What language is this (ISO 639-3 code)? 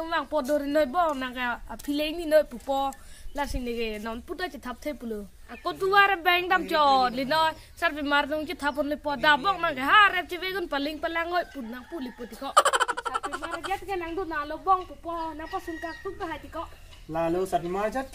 mjw